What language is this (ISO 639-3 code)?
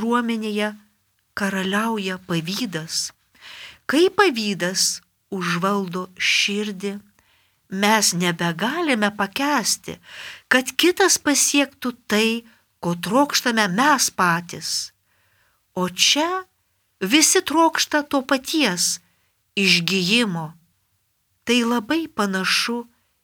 lit